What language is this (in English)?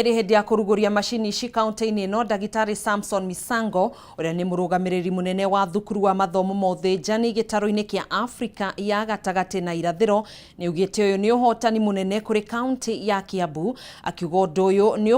Kikuyu